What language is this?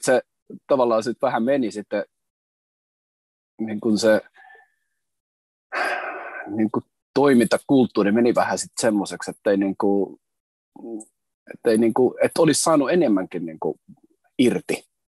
Finnish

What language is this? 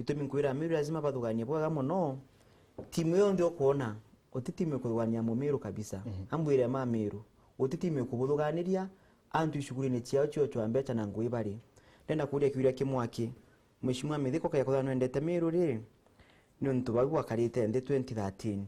Meru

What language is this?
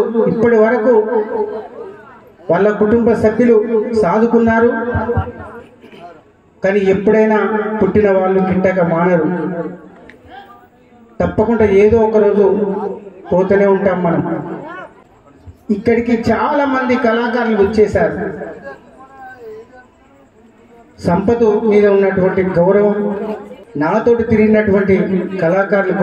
Telugu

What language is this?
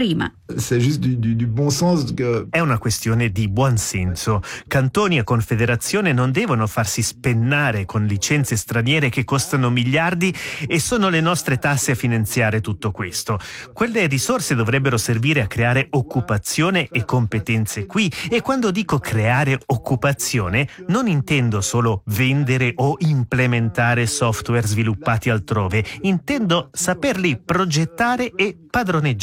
Italian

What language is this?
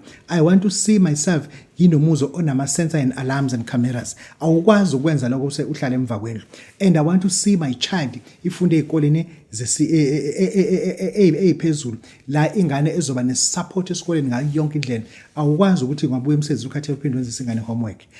Zulu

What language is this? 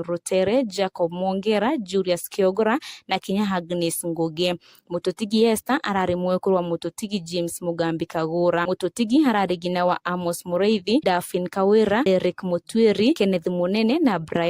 Meru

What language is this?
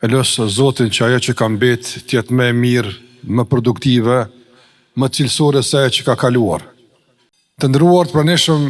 Albanian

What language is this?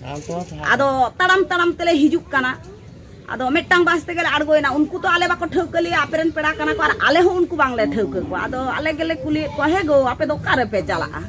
Santali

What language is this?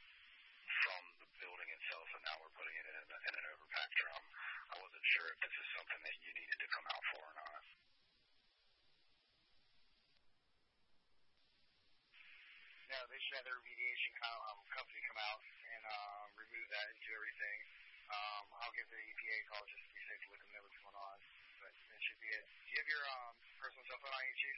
English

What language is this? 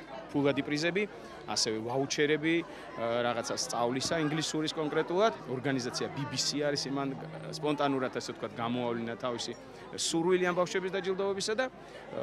Georgian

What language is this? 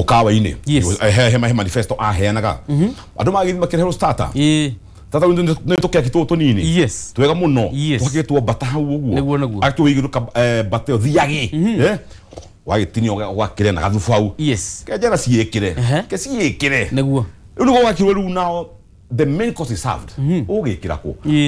Kikuyu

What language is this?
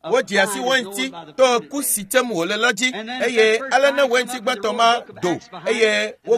Ewe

